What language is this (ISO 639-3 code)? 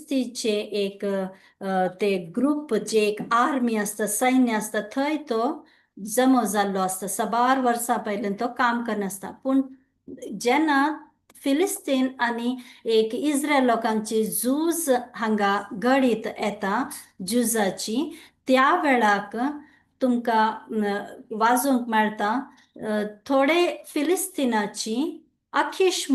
kok